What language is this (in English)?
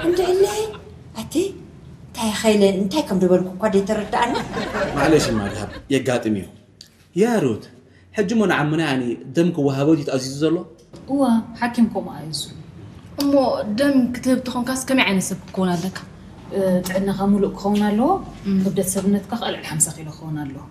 Tigrinya